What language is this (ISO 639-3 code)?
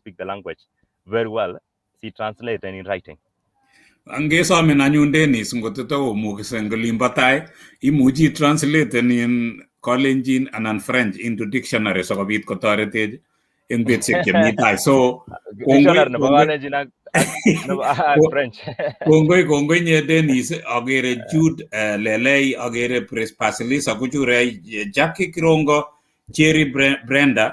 kln